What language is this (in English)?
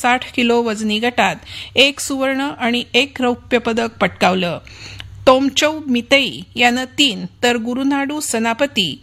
Marathi